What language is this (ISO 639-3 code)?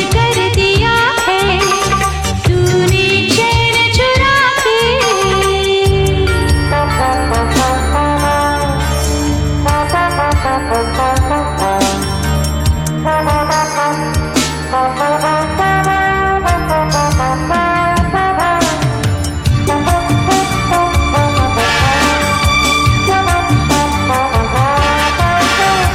hin